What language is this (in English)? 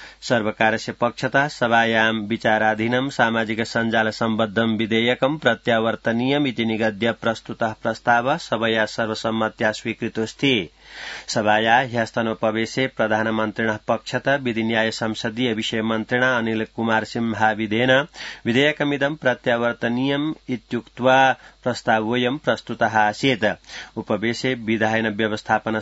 Sanskrit